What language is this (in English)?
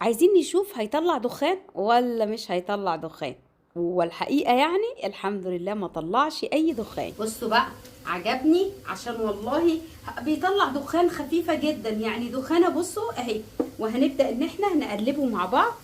Egyptian Arabic